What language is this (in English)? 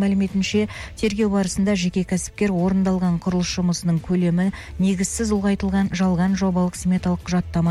Kazakh